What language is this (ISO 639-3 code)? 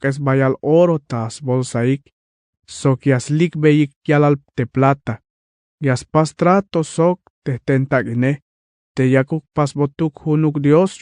tzh